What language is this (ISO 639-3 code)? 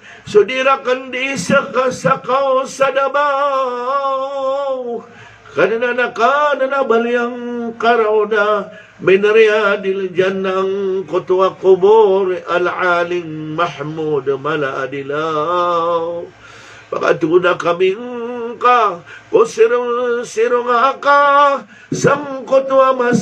mrw